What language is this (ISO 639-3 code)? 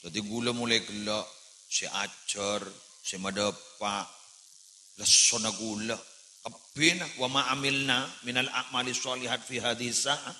mad